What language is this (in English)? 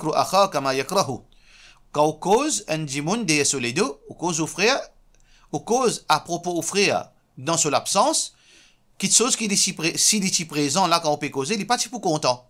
Morisyen